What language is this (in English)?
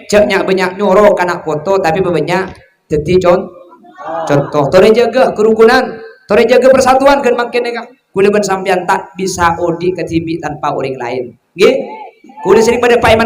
Madurese